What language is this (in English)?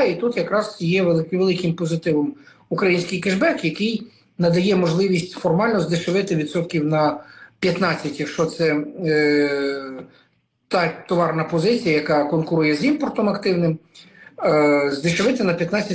Ukrainian